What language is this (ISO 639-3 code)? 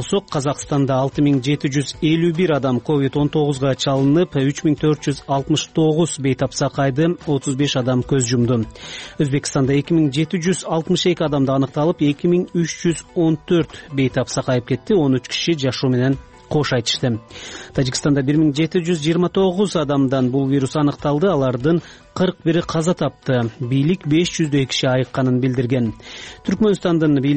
kir